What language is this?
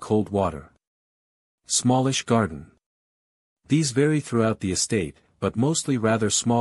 English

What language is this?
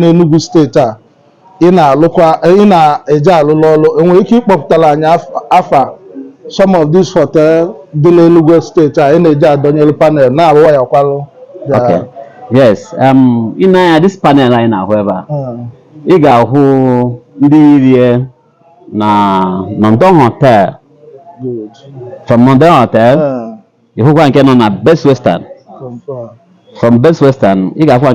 Igbo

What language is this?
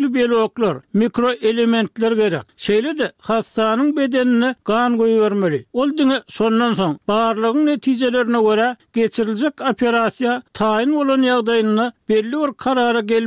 Turkmen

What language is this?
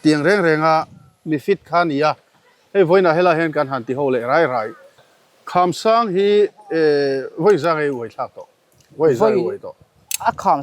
Mizo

